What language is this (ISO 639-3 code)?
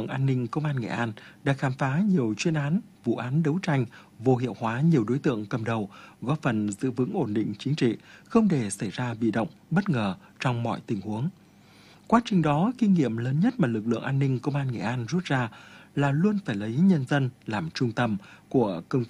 vie